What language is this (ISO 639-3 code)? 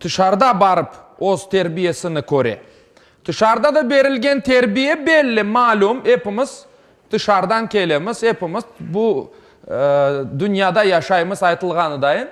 crh